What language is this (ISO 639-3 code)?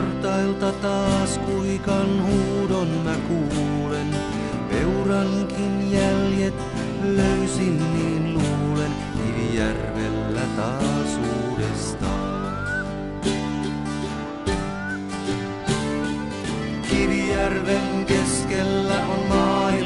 fin